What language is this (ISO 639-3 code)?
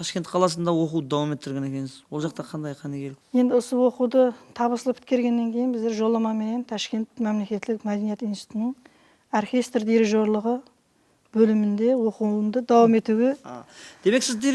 kaa